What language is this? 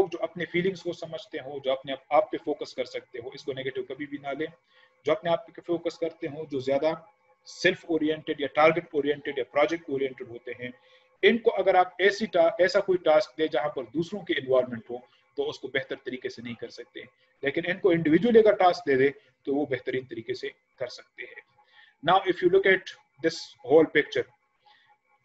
Urdu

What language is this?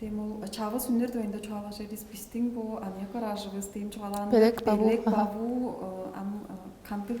Tuvinian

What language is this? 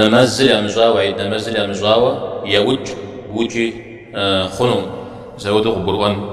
Kabardian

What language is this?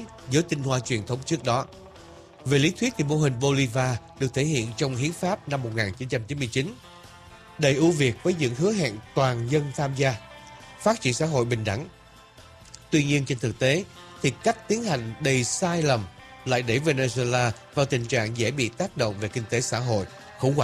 Vietnamese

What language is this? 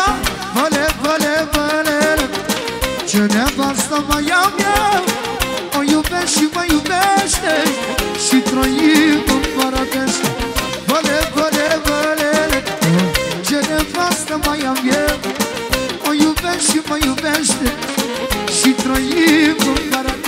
Romanian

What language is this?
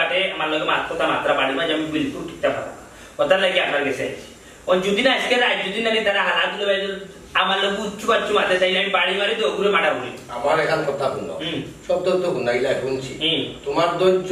Sylheti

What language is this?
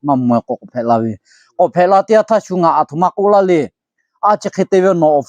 Lahu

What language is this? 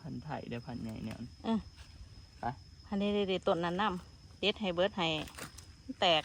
Northeastern Thai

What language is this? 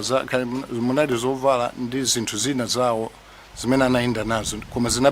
Nyanja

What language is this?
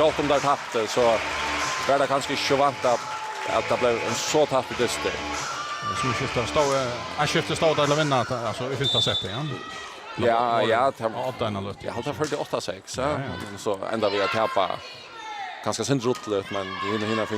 Faroese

